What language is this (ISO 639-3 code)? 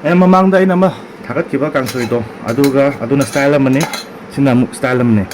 mni